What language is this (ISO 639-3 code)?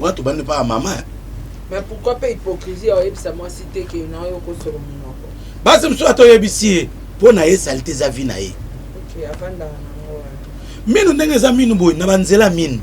lin